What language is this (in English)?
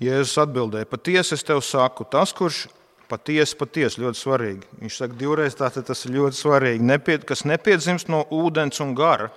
Latvian